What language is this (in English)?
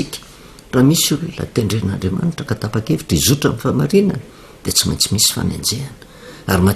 Malagasy